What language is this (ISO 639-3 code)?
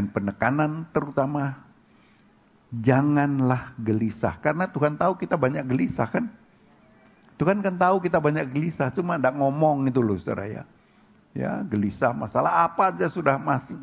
ind